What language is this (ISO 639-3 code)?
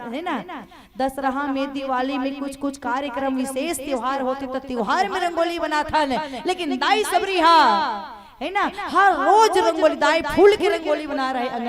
hne